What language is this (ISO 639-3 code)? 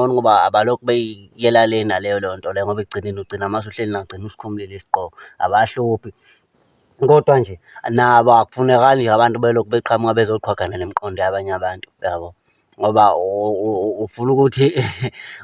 zul